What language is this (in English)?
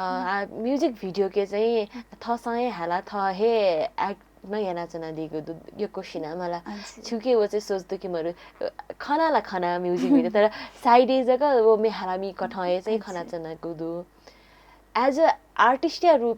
Newari